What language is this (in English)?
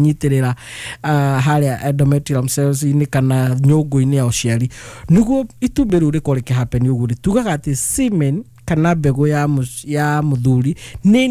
Kikuyu